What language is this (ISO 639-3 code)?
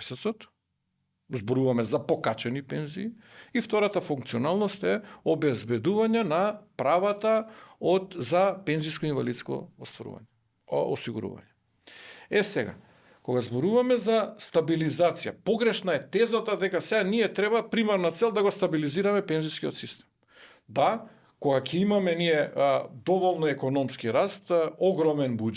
mkd